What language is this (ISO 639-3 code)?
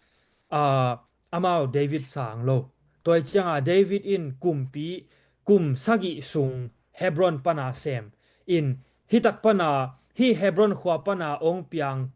ctd